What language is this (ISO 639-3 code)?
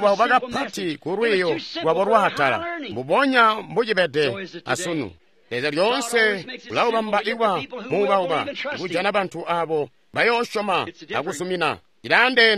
toi